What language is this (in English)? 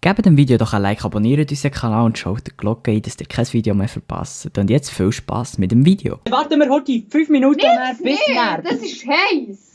Swiss German